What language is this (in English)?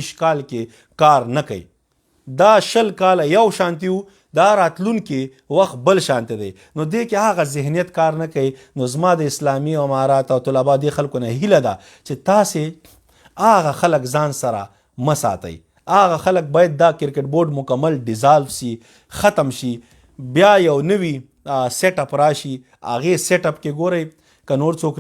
Pashto